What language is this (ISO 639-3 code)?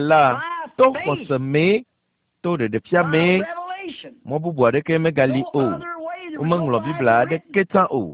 ewe